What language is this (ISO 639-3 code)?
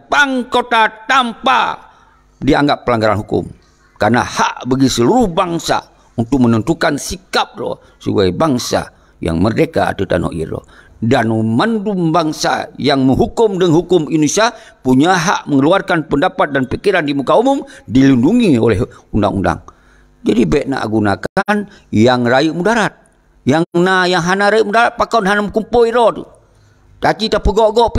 ace